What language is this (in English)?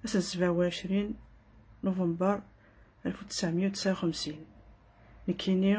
Kabyle